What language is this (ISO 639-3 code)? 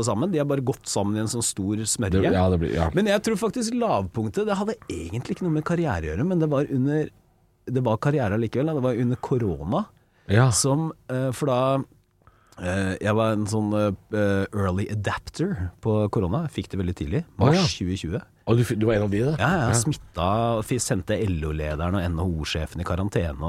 nor